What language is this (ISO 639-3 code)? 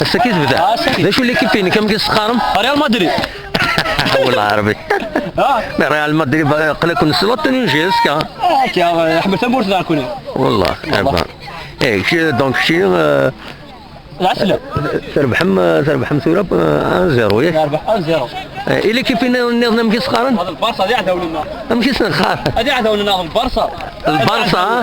kab